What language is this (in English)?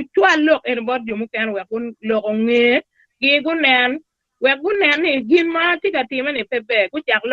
Acoli